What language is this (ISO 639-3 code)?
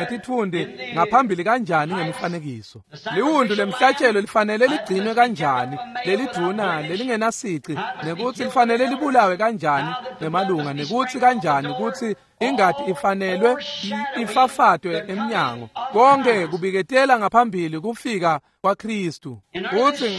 ssw